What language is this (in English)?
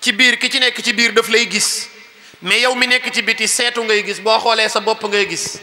Wolof